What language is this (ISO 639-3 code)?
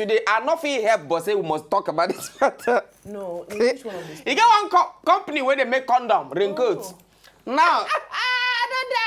pcm